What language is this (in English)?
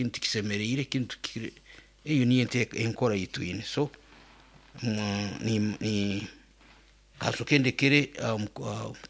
Nyoro